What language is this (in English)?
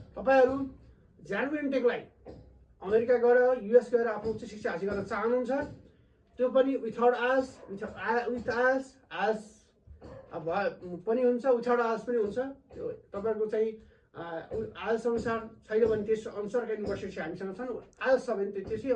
Nepali